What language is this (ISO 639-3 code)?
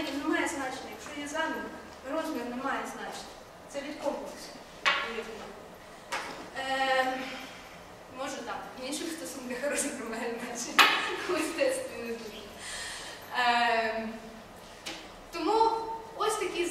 ukr